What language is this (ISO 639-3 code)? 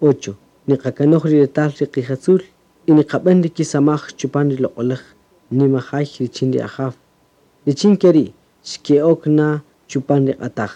cak